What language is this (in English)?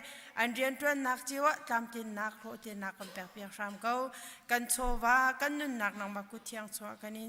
Hakha Chin